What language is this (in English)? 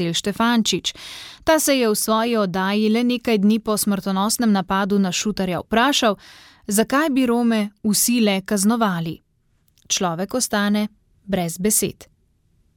Slovenian